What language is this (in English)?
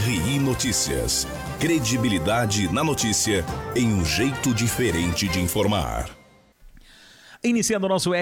Portuguese